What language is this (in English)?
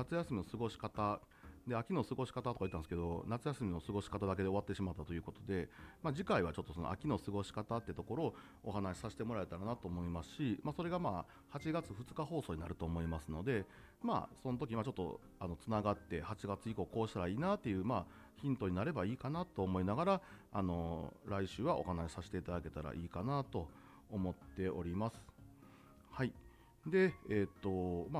Japanese